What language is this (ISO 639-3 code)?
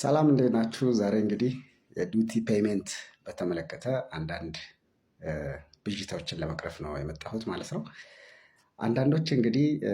amh